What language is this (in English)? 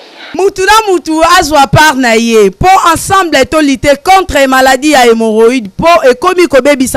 Lingala